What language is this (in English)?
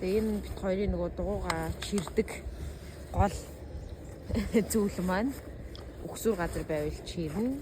Mongolian